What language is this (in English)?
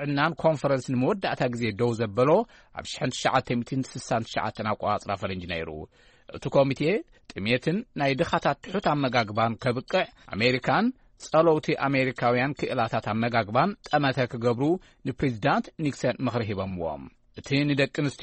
Tigrinya